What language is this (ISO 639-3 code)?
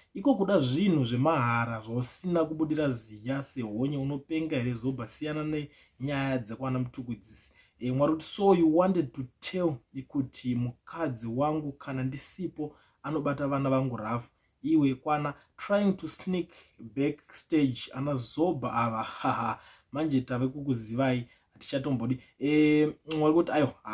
sna